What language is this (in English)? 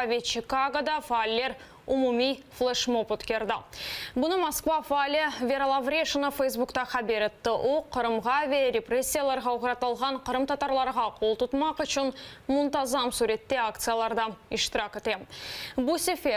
Crimean Tatar